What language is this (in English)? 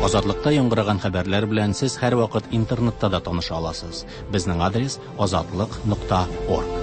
Tatar